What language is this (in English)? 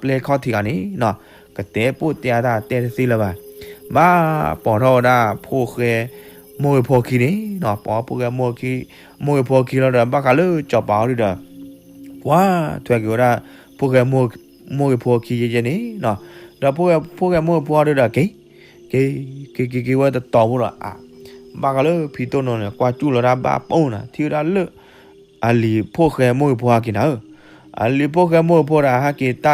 S'gaw Karen